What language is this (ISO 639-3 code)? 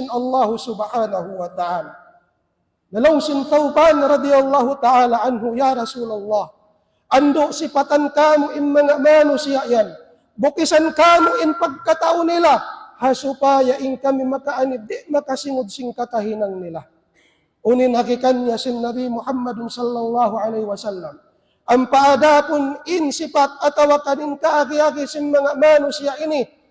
tsg